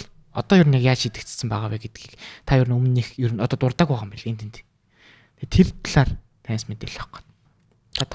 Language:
Mongolian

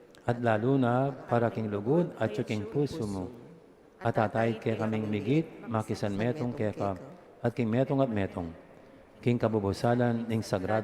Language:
Pampanga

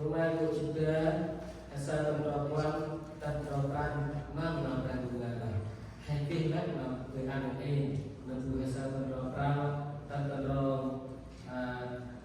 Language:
Central Mnong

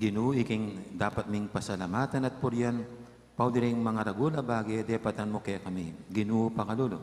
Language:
Pampanga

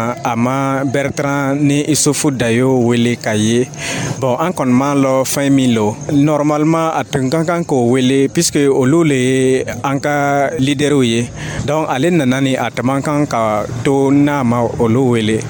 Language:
Dyula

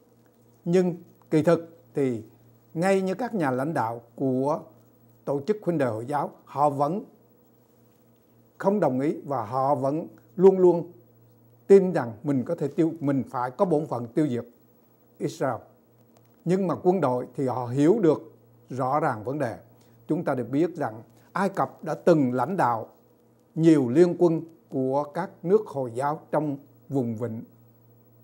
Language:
Vietnamese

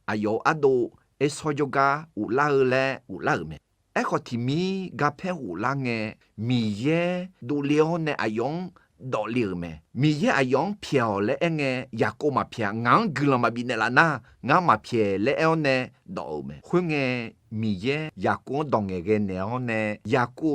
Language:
Akha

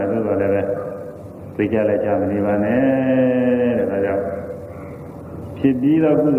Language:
Burmese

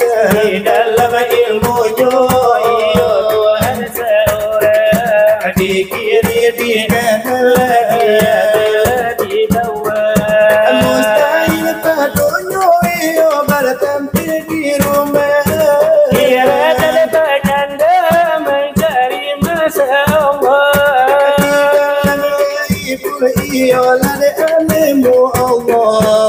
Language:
Minangkabau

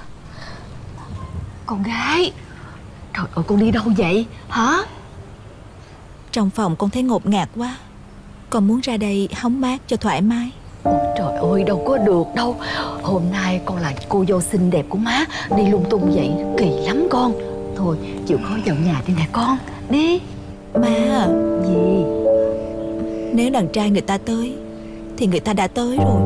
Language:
Vietnamese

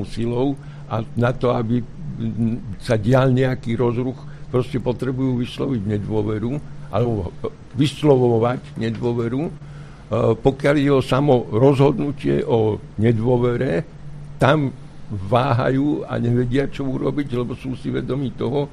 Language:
Slovak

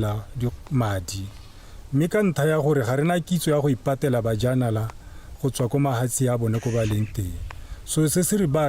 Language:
Tswana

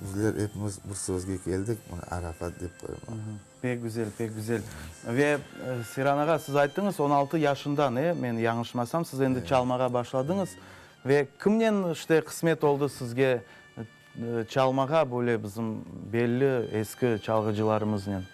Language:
Crimean Tatar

